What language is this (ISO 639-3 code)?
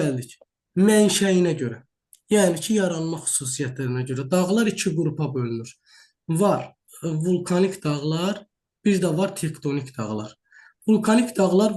aze